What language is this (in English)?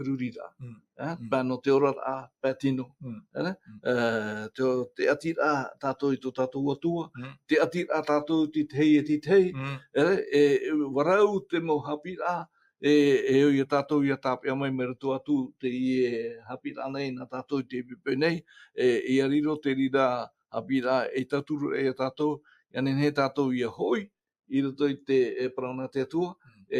Tahitian